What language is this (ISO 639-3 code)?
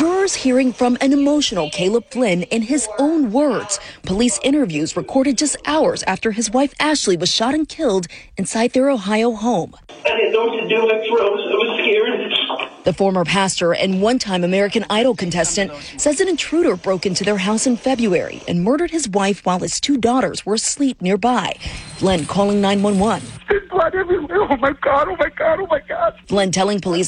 eng